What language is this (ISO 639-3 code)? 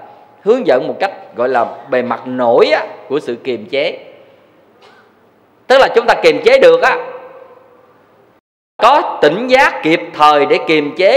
vie